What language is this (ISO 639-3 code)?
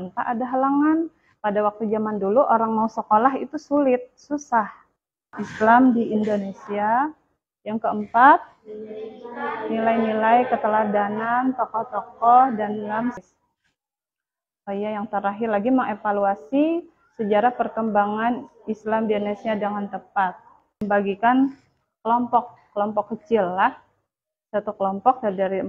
ind